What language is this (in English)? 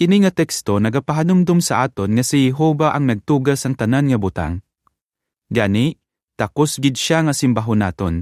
Hiligaynon